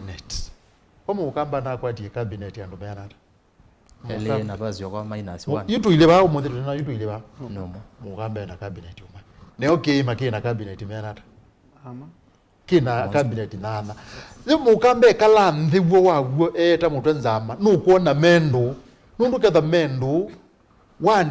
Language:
Kamba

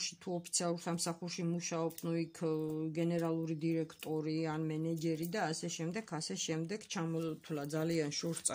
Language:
Georgian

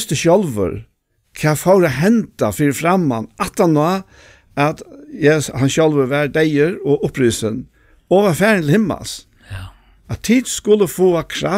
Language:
Faroese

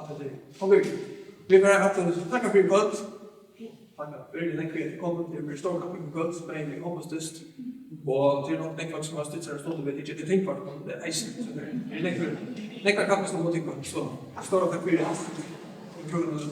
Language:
Faroese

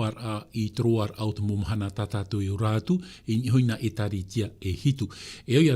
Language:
Tahitian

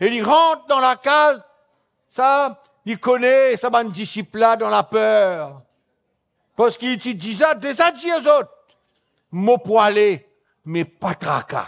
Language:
Morisyen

